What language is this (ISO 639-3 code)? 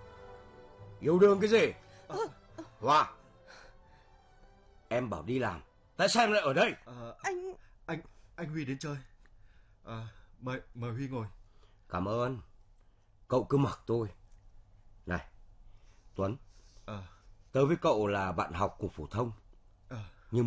vie